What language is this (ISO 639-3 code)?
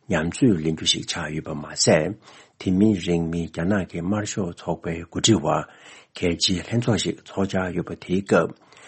bod